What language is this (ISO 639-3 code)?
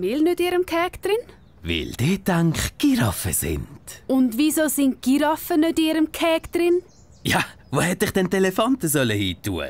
gsw